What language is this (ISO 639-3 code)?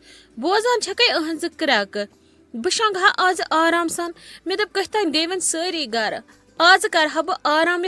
kas